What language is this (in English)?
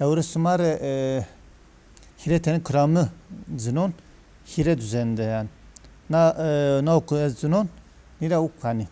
Zaza